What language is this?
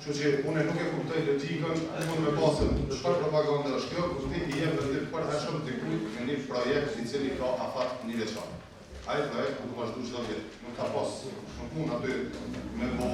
Albanian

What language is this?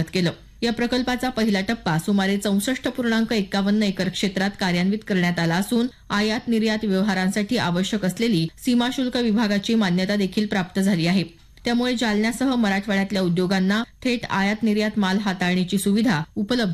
Marathi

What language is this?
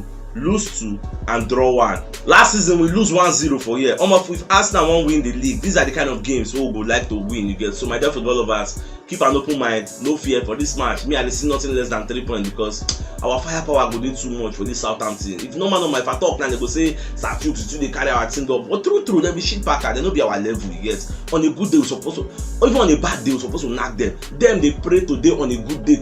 Nigerian Pidgin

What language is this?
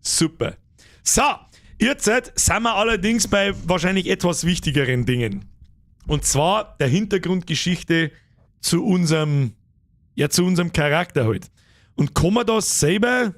Bavarian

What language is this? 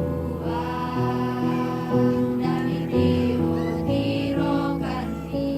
Toraja-Sa'dan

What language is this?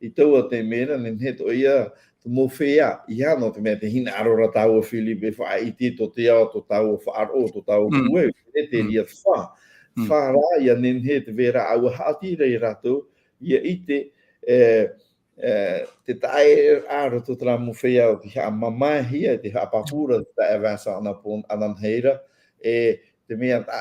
Tahitian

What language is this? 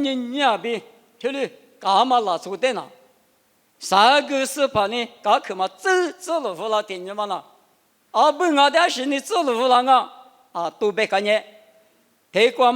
Lisu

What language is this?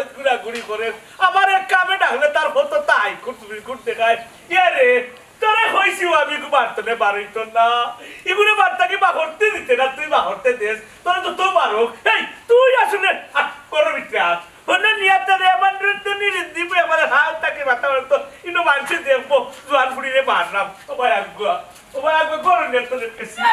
Sylheti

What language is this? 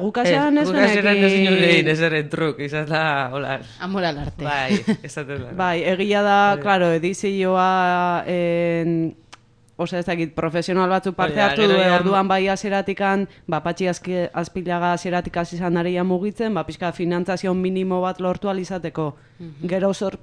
Basque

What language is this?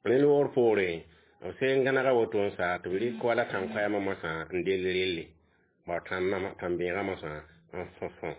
Mossi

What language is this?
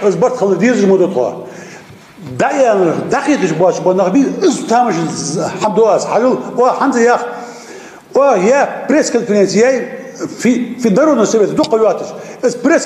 Ingush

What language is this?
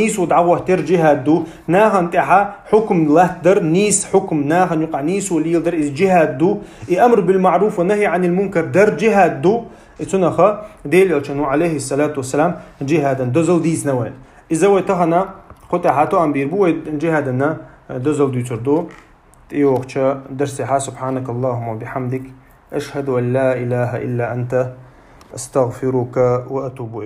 Chechen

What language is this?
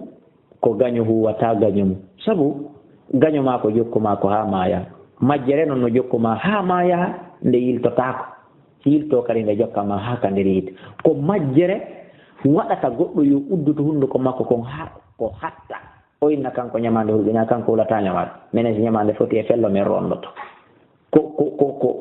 Fula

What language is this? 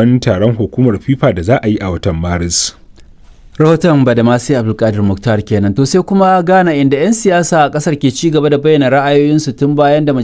Hausa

